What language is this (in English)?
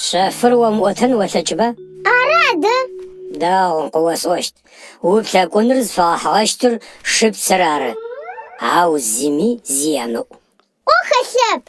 Adyghe